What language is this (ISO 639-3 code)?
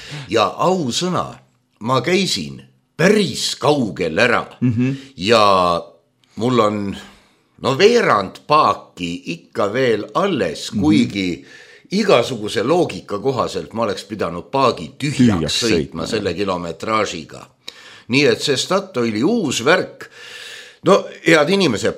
est